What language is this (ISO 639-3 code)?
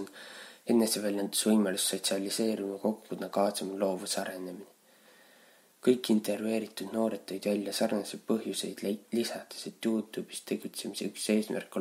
est